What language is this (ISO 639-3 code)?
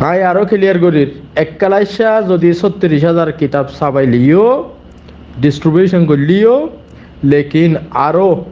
rhg